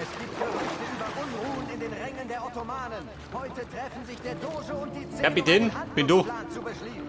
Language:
Bavarian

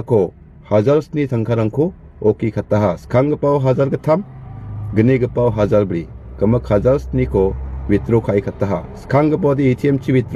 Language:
Garo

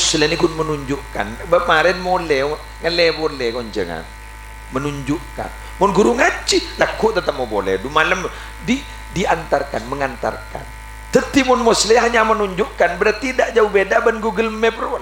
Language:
Madurese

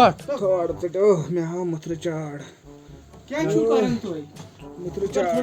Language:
Kashmiri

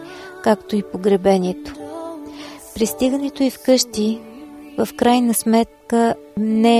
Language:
Bulgarian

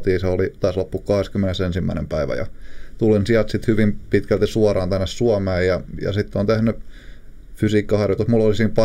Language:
Finnish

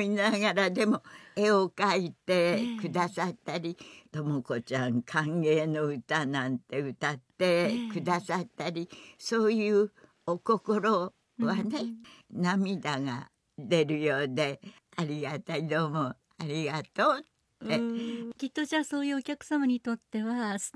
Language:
Japanese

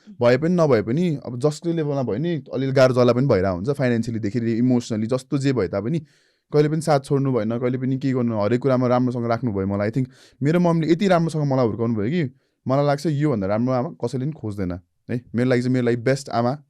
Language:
Nepali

